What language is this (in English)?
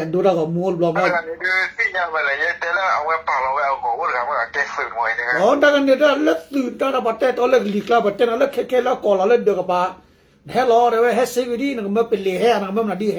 S'gaw Karen